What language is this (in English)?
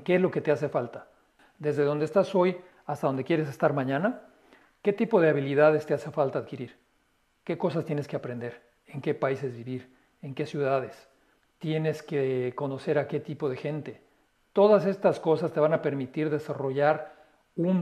Spanish